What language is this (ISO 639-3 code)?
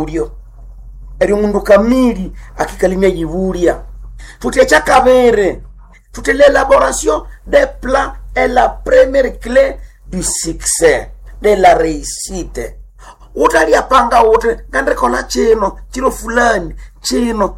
nnb